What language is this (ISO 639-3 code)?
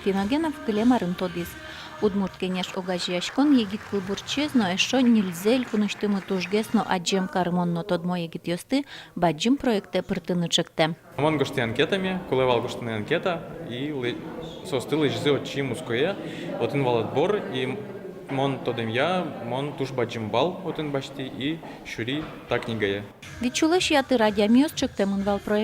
udm